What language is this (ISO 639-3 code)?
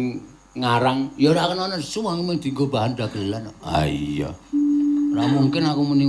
jav